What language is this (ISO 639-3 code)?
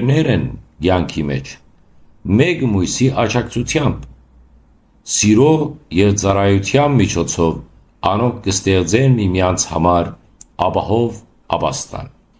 hyw